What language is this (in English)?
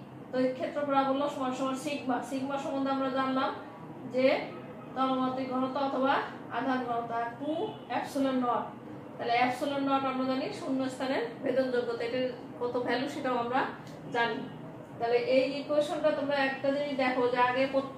Bangla